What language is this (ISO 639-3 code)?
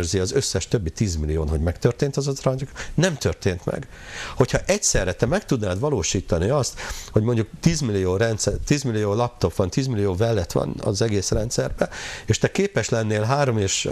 hun